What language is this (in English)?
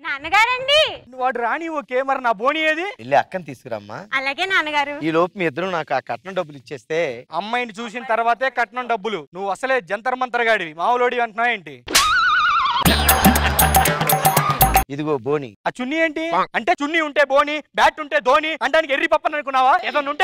Telugu